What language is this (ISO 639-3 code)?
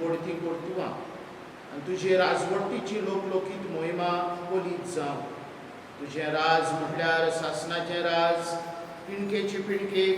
kok